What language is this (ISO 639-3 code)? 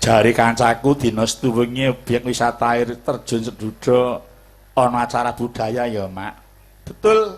jav